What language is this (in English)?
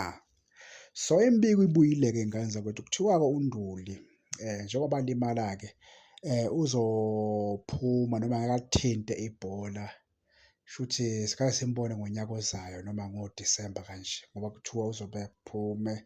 Zulu